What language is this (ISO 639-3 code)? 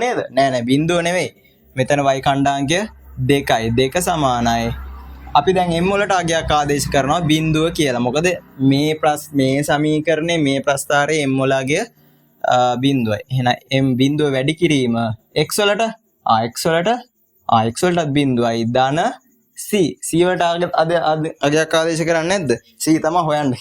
sin